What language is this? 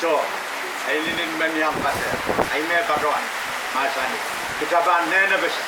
Pohnpeian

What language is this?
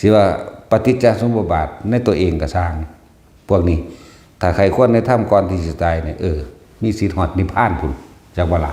Northeastern Thai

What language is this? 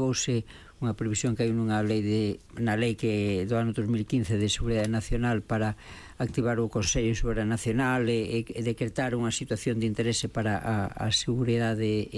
Galician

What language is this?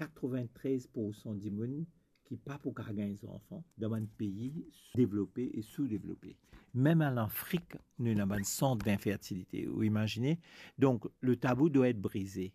Morisyen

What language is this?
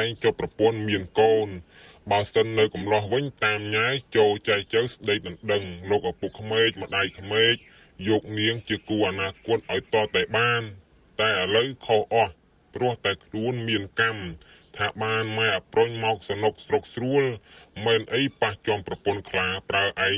Khmer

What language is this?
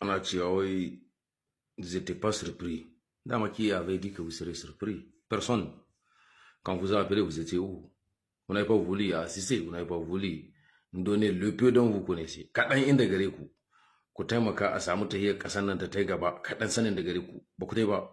Hausa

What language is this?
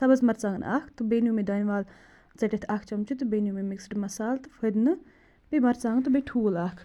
Kashmiri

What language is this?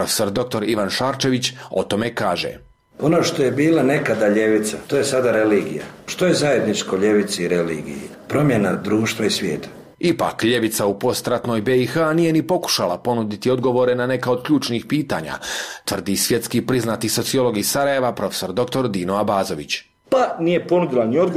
Bosnian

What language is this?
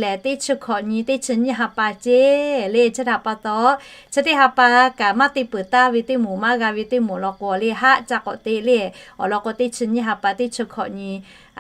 Lahu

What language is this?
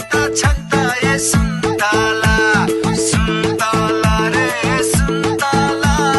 Newari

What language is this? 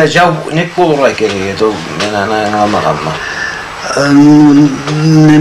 Karachay-Balkar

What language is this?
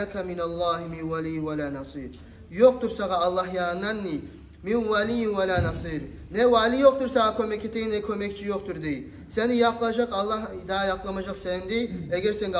Kumyk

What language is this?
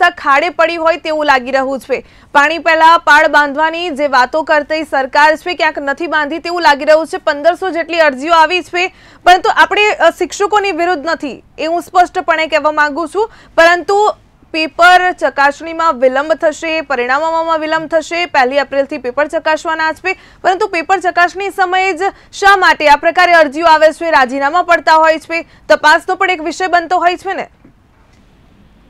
Gujarati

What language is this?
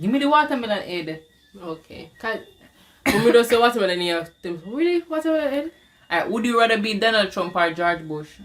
Jamaican Creole English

